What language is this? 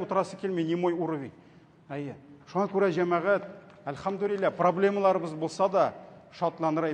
Tatar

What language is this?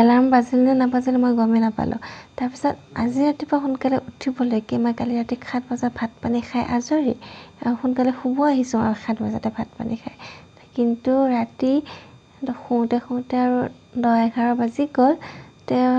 Assamese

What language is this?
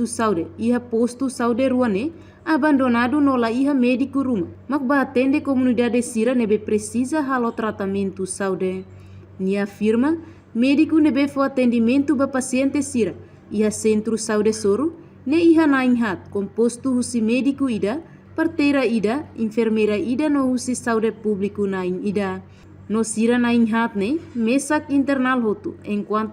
Tetum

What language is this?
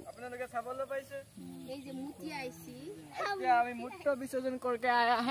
Assamese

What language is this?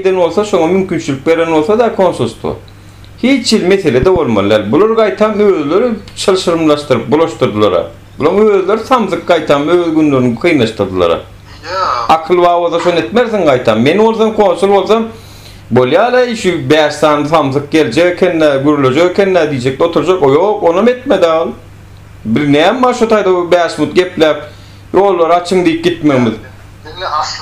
Turkmen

